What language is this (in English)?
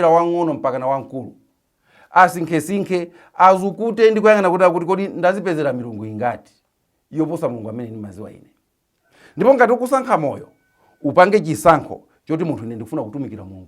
Nyanja